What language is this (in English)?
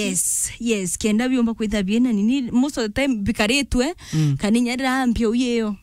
Meru